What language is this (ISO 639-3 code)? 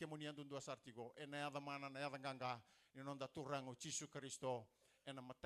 fij